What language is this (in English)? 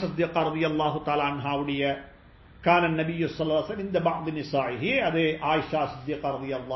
Tamil